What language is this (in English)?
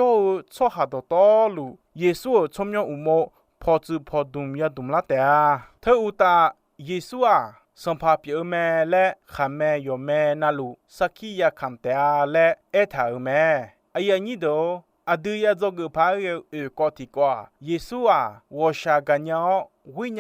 Akha